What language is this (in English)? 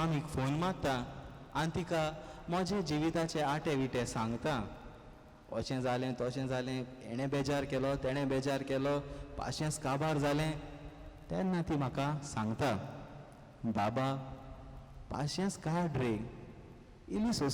Konkani